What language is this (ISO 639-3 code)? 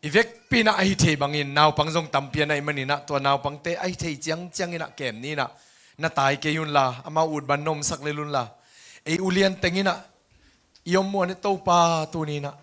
ctd